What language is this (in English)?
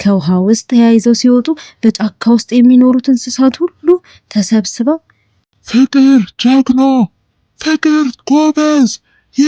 Amharic